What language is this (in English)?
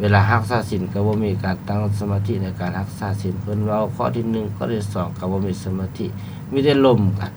Lao